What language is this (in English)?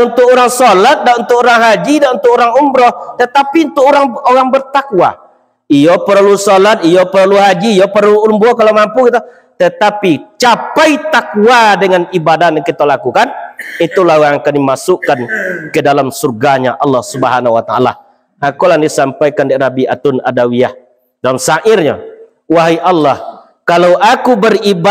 Minangkabau